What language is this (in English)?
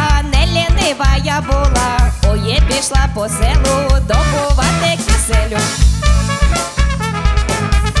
Ukrainian